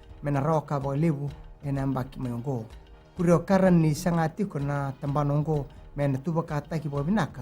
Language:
Fijian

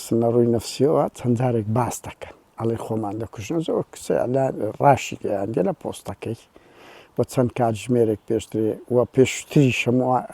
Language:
Central Kurdish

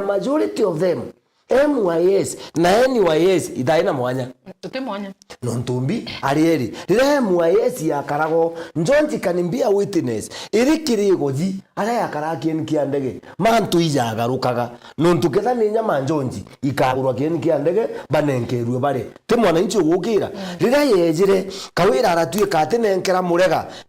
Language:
Meru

